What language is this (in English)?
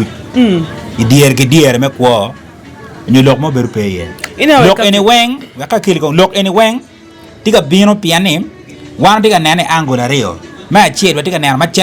Acoli